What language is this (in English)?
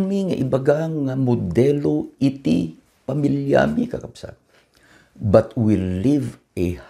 Iloko